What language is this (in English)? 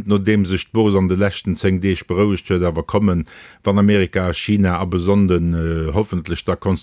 Luxembourgish